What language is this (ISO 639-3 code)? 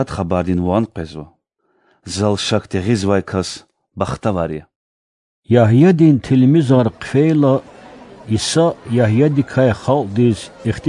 lez